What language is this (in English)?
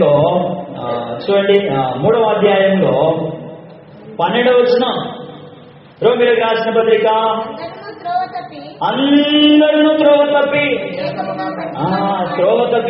Telugu